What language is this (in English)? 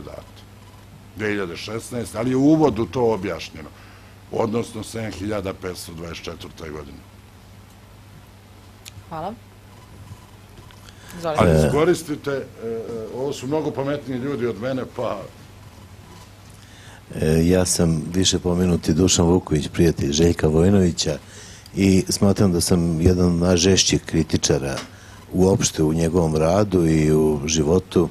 Serbian